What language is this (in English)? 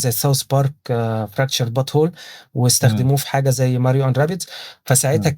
Egyptian Arabic